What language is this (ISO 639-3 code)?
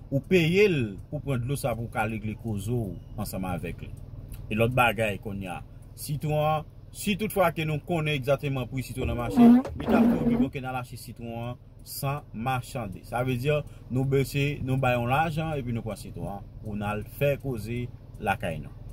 hat